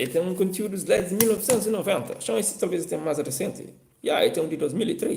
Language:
Kabuverdianu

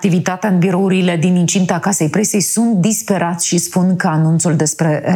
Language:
Romanian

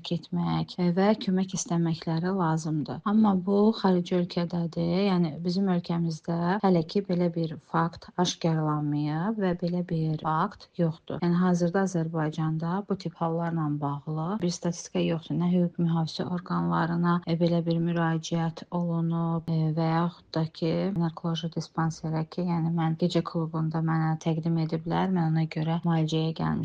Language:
Azerbaijani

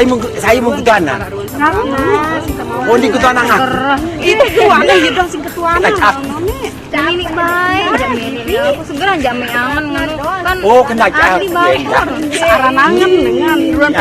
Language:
Sasak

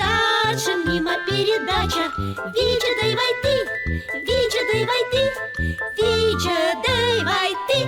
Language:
Komi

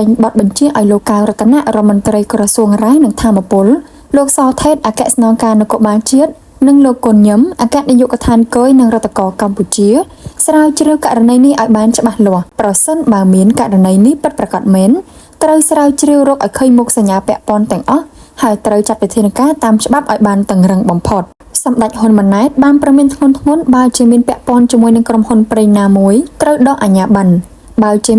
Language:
Khmer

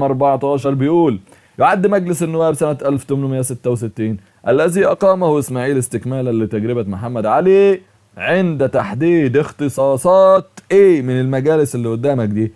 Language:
Egyptian Arabic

